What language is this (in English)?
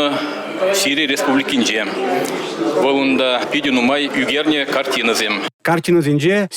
Chuvash